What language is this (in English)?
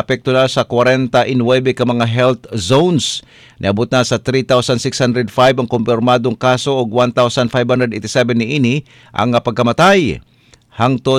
Cebuano